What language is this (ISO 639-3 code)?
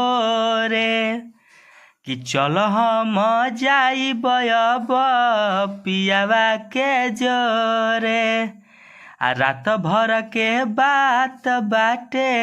bho